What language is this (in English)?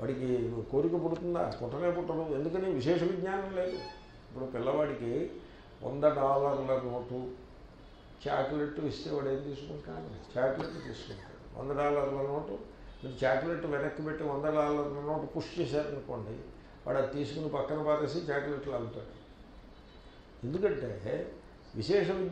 Telugu